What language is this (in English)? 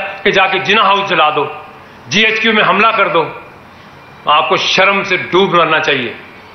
Urdu